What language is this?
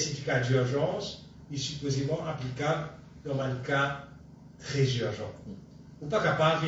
Morisyen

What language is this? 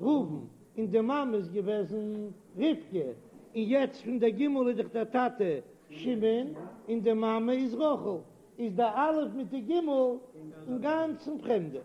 Yiddish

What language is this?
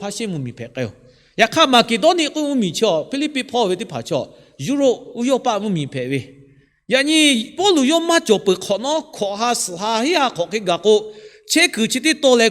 Lahu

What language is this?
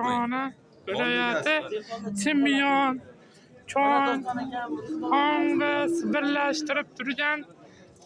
Uzbek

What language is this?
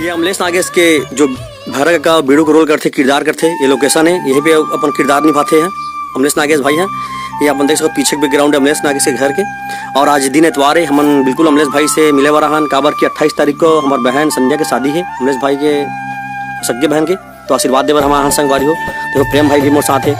Chhattisgarhi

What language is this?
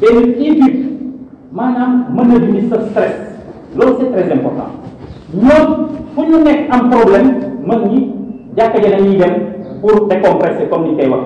Wolof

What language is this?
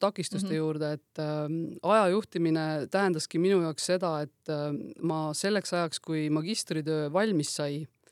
Estonian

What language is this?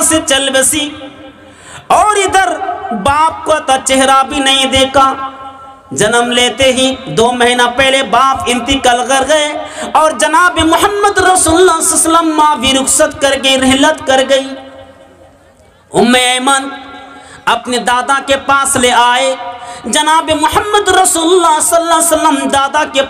Urdu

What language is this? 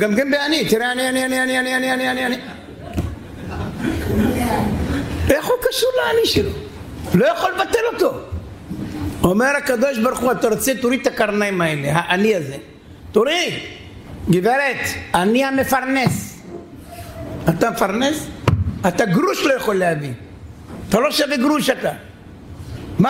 Hebrew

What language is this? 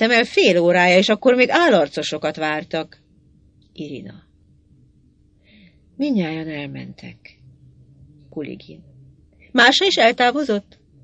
Hungarian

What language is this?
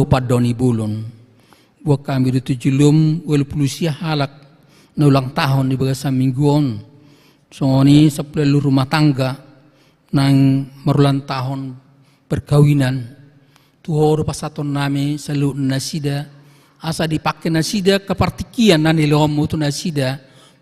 Batak Toba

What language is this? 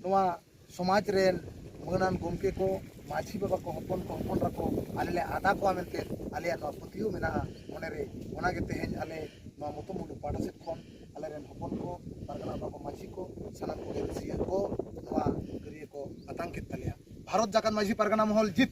Santali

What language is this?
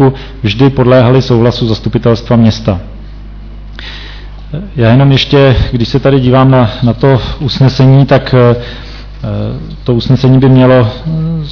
Czech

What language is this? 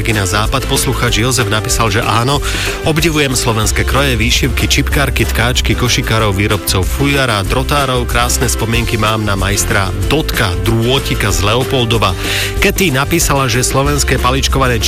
Slovak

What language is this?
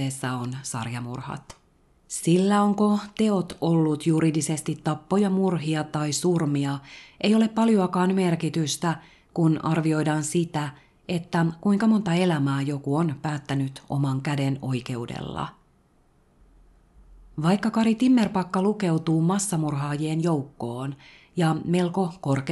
Finnish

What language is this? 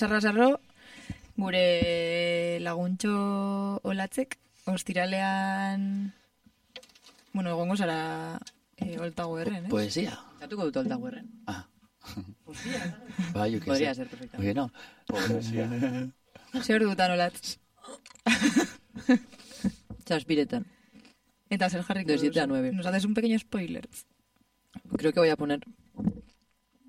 Basque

